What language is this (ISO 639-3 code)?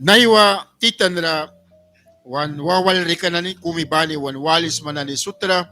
miq